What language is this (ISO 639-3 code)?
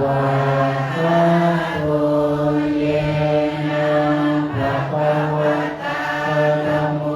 pli